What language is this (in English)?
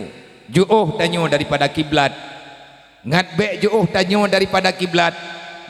Achinese